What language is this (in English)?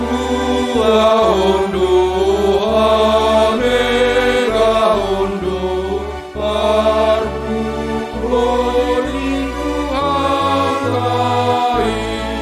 Batak Simalungun